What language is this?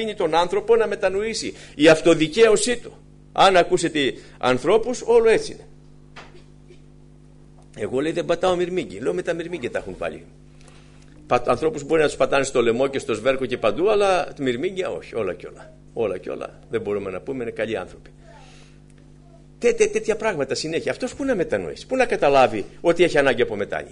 Greek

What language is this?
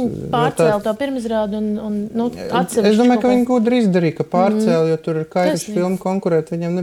Latvian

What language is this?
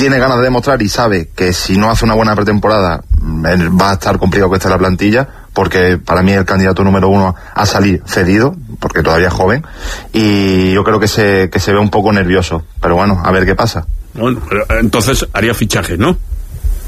Spanish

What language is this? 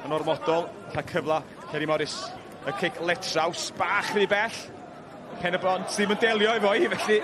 Welsh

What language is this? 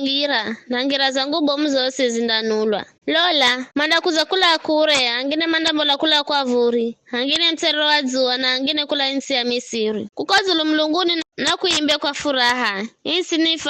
Giryama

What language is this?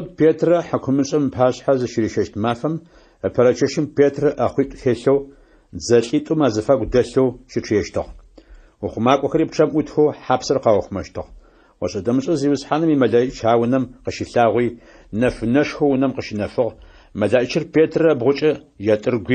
Adyghe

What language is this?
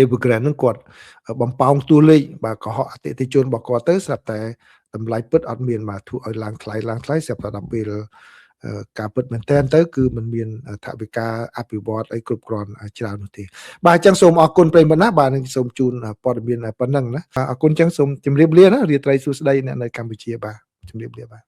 Khmer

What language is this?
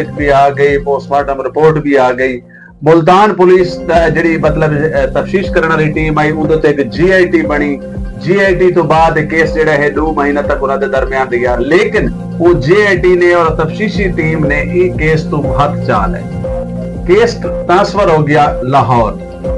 Saraiki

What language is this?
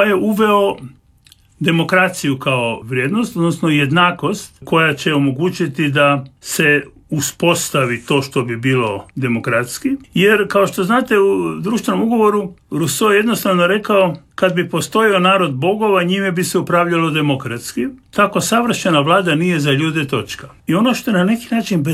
Croatian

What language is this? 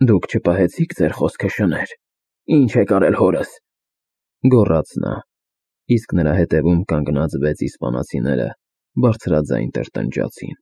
Armenian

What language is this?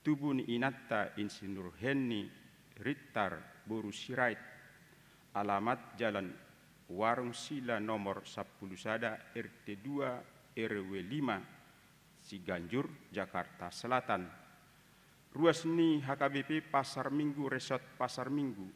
Batak Toba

